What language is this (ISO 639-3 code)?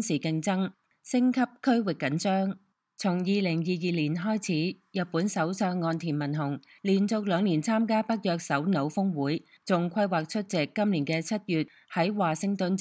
yue